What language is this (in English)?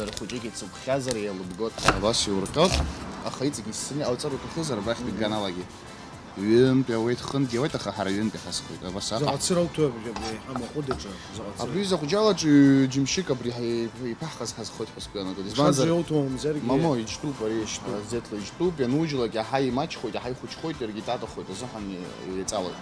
Abkhazian